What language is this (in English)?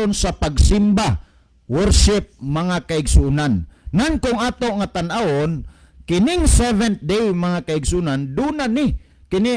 Cebuano